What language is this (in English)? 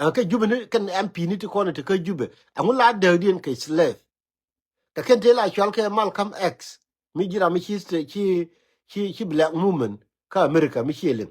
Nuer